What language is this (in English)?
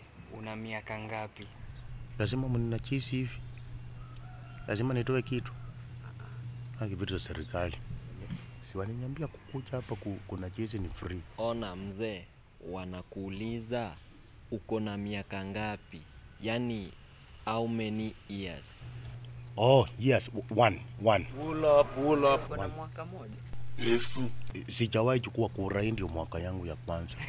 Swahili